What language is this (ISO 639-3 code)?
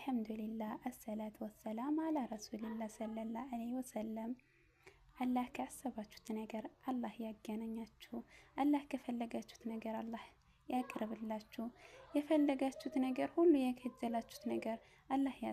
amh